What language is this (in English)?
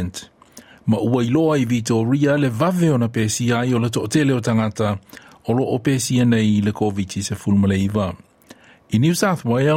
Samoan